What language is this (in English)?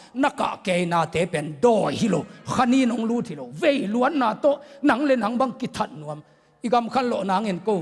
Tedim Chin